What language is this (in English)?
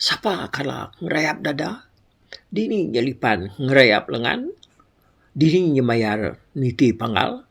Iban